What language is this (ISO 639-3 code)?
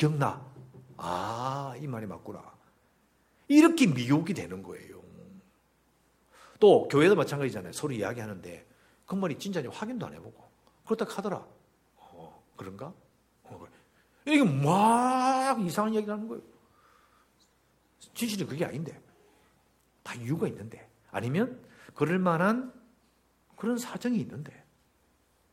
kor